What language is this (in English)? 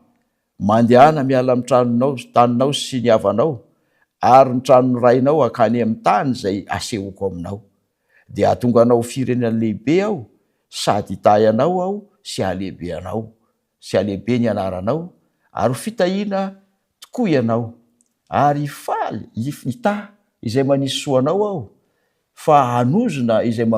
Malagasy